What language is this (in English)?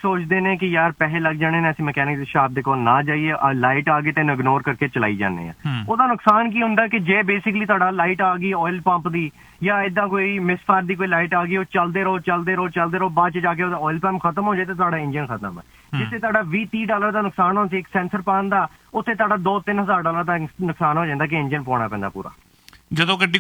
Punjabi